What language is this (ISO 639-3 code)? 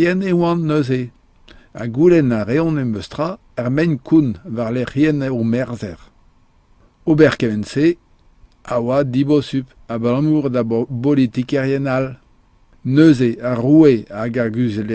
bre